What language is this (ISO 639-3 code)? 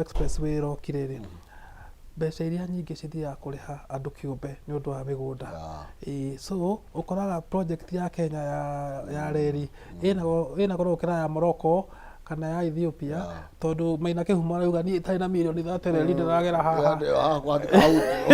kik